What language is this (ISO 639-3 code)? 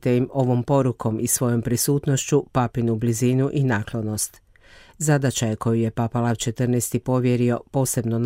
hrv